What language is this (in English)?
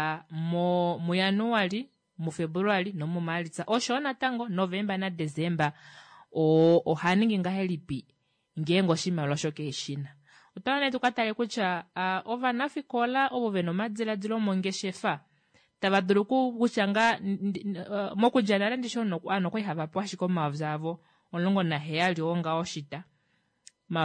Kuanyama